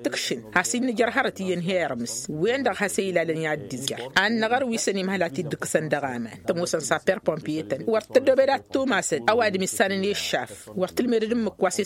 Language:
Tamasheq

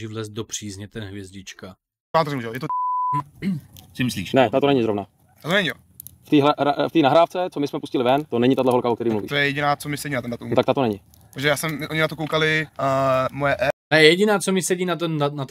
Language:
Czech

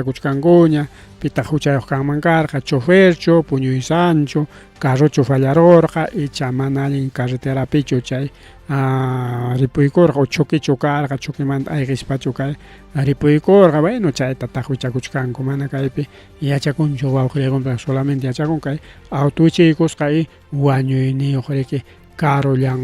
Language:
Ayacucho Quechua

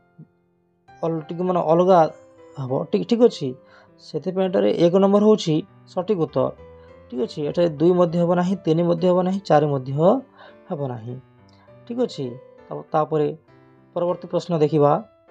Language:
Odia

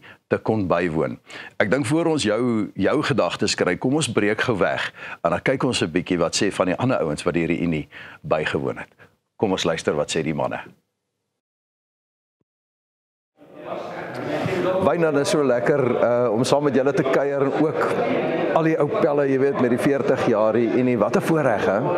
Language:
Afrikaans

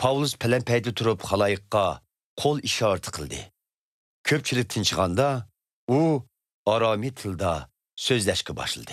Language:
Uyghur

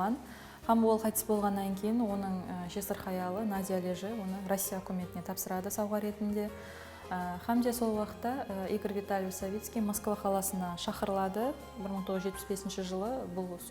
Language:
Kara-Kalpak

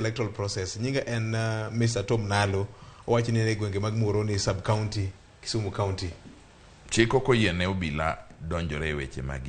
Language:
Luo (Kenya and Tanzania)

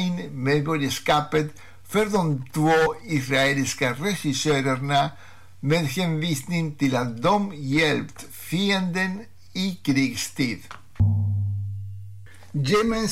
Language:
Swedish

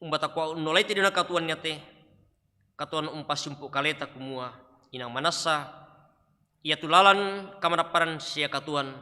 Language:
Toraja-Sa'dan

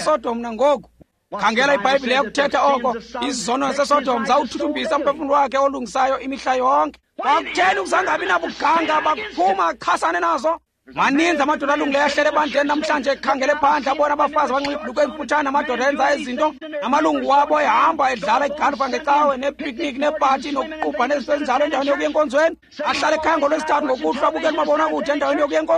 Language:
Xhosa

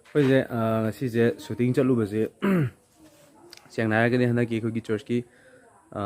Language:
Manipuri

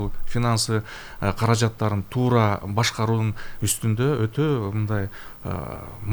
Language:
Kyrgyz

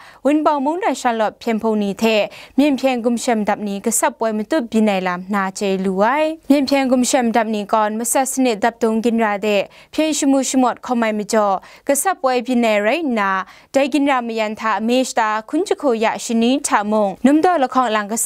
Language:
Kachin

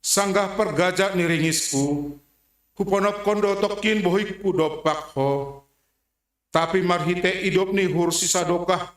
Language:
Batak Simalungun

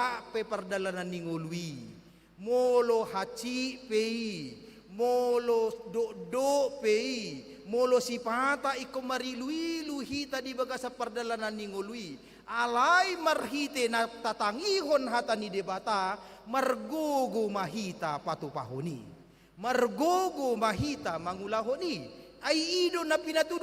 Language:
Batak Toba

